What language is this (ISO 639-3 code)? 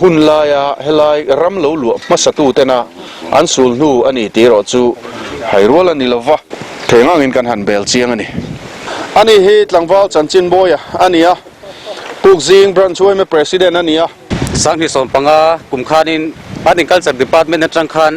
lus